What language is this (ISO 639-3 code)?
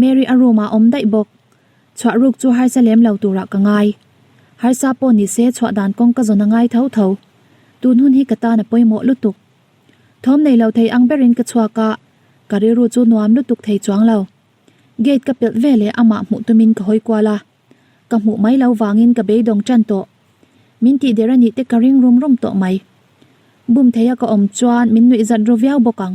lus